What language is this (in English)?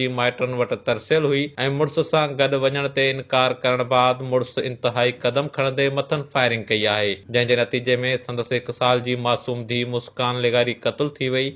Sindhi